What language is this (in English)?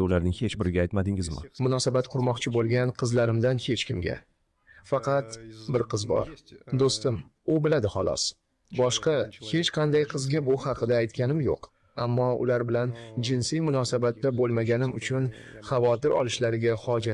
Uzbek